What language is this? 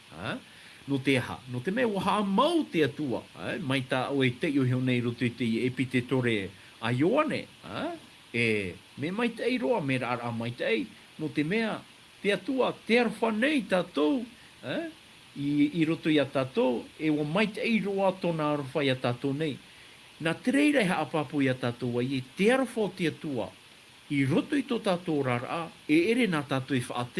Tahitian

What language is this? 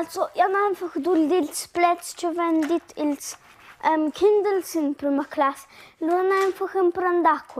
Romansh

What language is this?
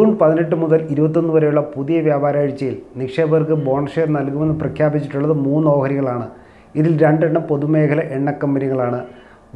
Malayalam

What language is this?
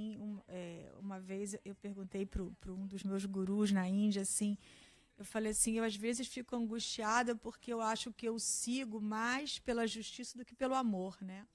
Portuguese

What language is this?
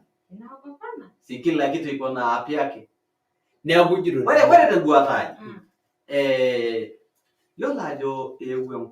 Masai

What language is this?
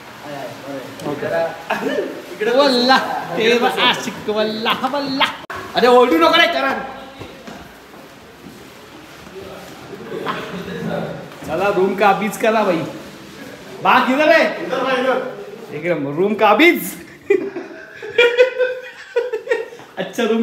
Marathi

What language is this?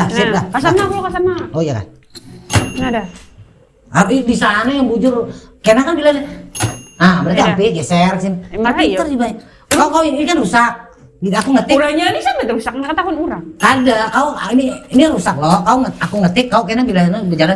Banjar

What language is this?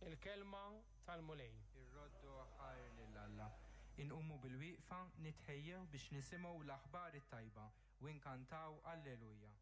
Maltese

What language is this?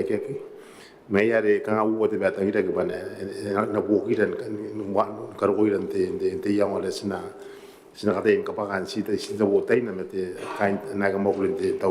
Gilbertese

